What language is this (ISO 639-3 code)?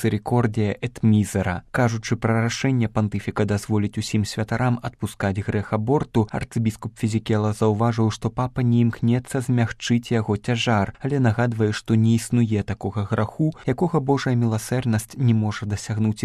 bel